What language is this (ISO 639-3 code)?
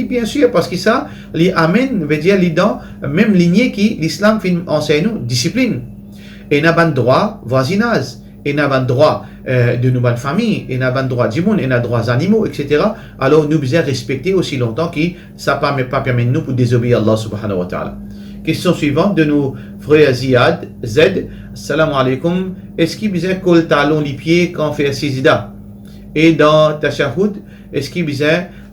mfe